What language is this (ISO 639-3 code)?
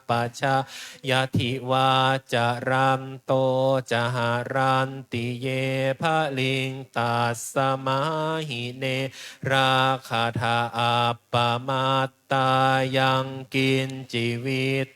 pli